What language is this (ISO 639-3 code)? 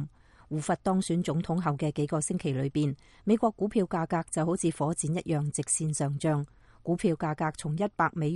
yue